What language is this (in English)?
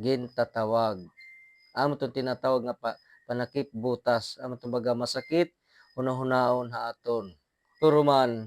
Waray